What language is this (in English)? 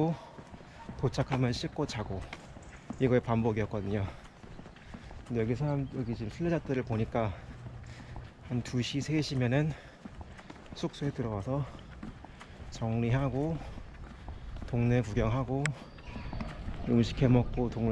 Korean